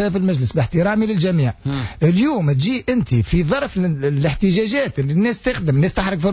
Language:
Tunisian Arabic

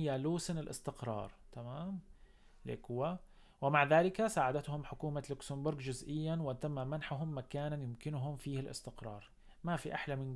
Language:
North Levantine Arabic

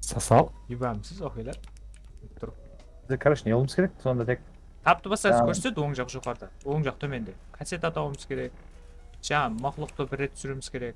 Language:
Kara-Kalpak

